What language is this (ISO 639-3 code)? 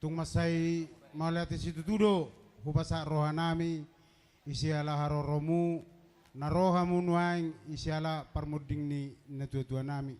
bbc